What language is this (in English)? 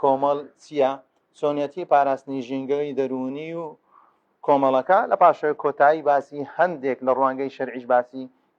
Central Kurdish